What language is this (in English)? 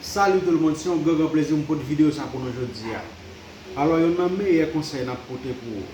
Haitian Creole